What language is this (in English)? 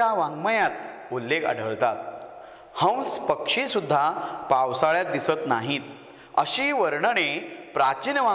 Marathi